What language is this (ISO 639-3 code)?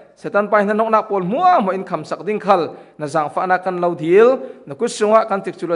cfm